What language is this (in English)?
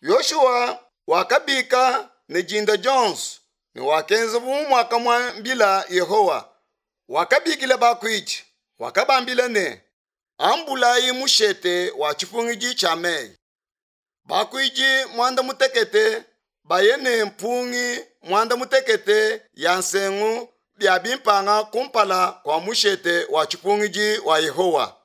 Luba-Lulua